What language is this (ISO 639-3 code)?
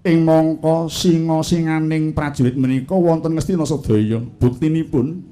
jav